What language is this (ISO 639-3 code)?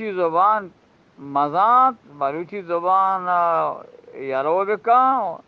bgp